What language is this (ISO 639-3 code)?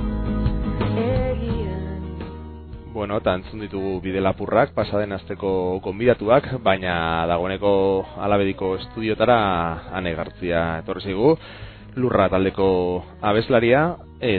eus